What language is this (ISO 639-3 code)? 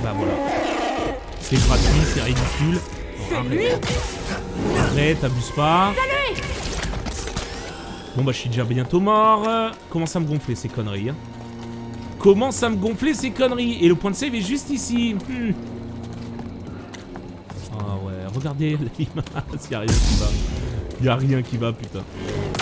fra